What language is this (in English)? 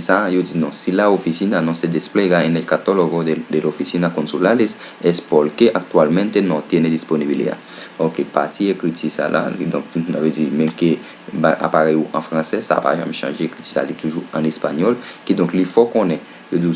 Haitian Creole